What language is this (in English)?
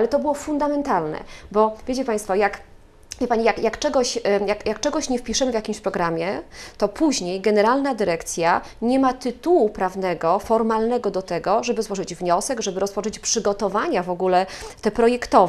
Polish